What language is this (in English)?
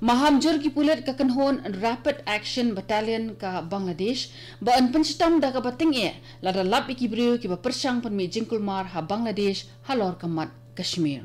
Khasi